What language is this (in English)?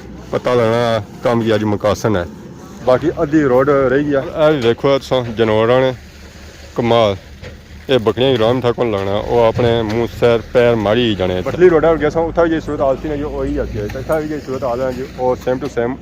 Pahari-Potwari